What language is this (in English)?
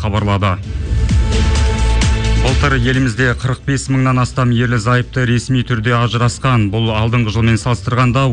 Kazakh